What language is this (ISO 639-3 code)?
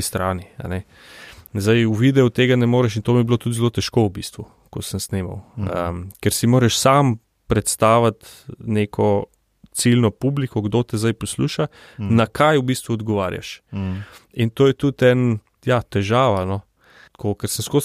slv